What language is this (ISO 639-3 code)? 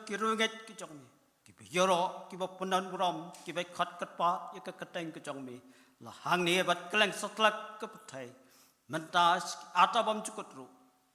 kha